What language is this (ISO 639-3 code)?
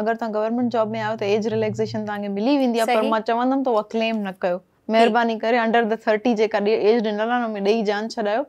snd